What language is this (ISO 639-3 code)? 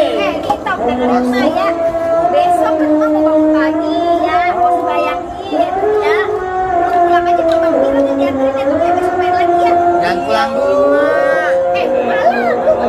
bew